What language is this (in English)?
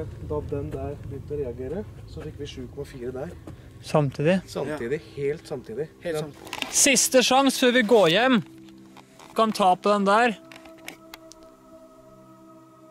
Norwegian